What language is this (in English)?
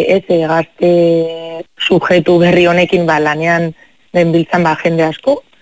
Basque